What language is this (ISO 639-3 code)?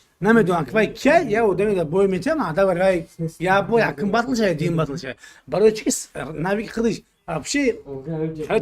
tgk